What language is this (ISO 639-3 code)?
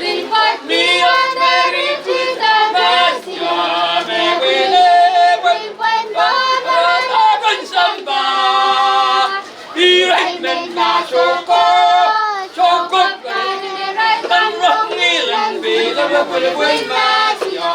pon